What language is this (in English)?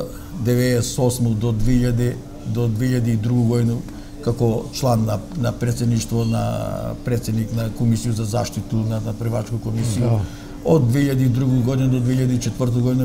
Macedonian